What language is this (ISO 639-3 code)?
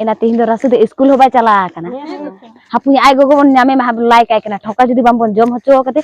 sat